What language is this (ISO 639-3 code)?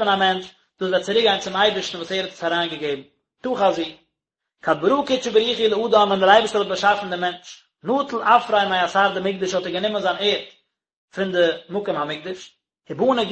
yid